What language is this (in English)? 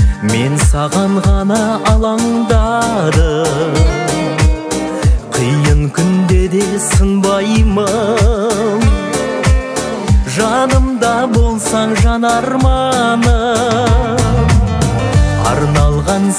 Kazakh